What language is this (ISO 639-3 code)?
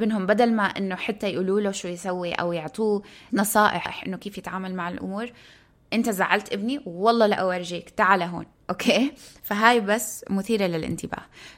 apc